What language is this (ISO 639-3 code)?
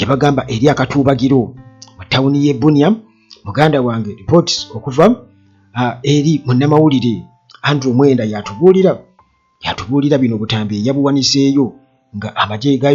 lug